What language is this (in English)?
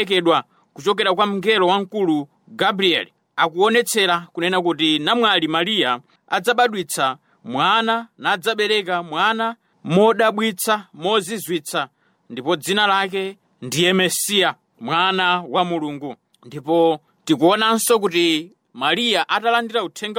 Nyanja